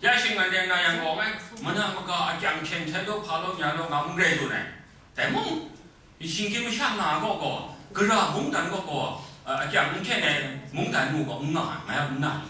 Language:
Kachin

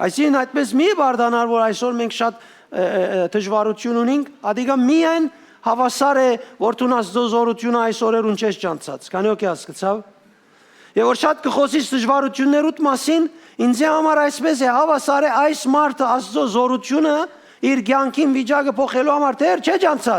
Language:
Western Armenian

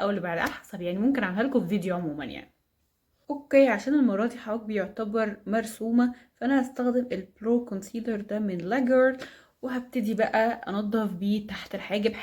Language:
Egyptian Arabic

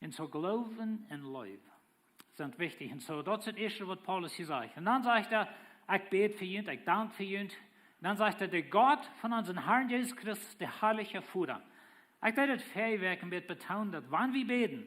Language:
Plautdietsch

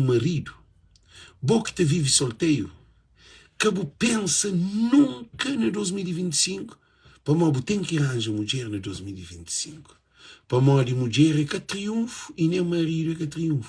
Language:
Kabuverdianu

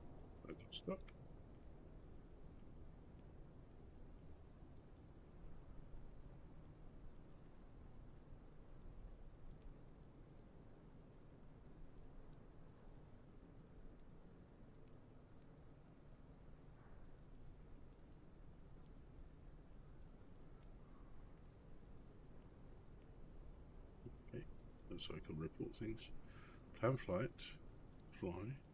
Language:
English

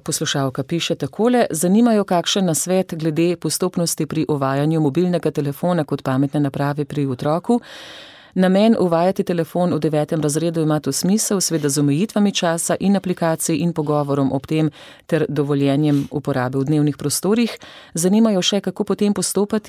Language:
Slovenian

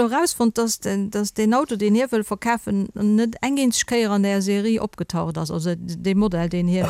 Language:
Luxembourgish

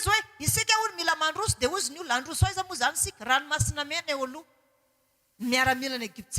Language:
Malagasy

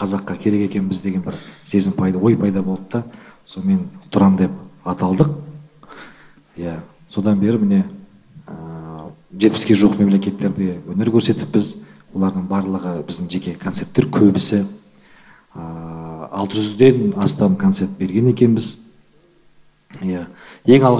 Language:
Kazakh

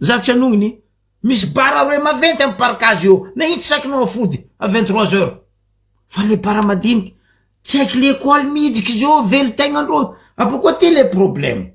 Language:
Malagasy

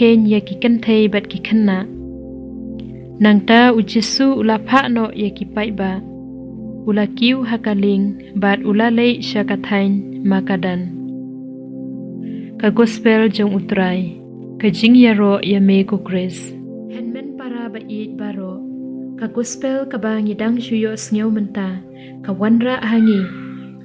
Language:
Khasi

